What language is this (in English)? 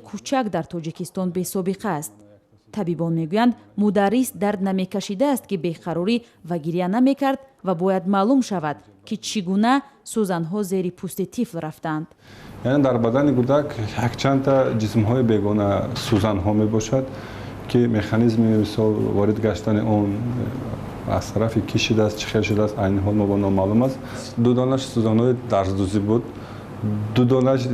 Tajik